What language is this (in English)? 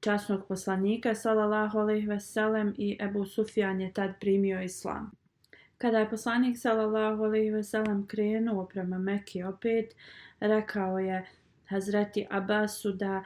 Bosnian